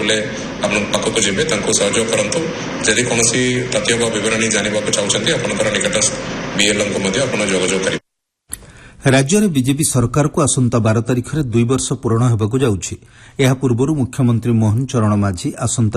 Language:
Odia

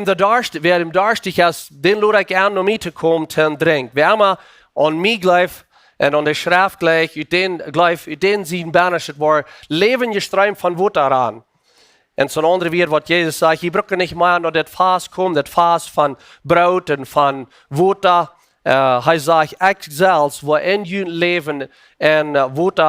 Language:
Plautdietsch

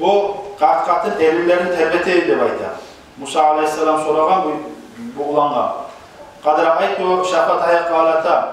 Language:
Kumyk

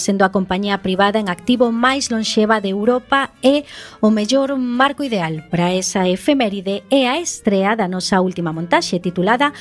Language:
Galician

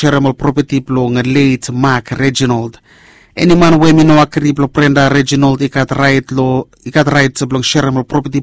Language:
Bislama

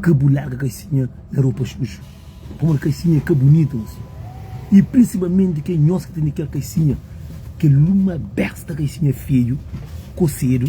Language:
Kabuverdianu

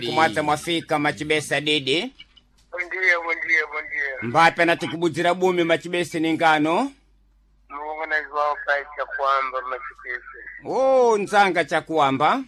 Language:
Sena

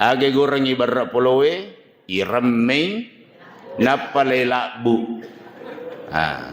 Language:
Buginese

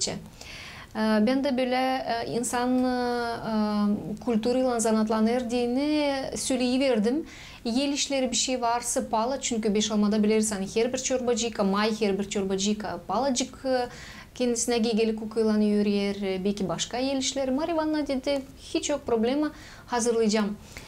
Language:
Gagauz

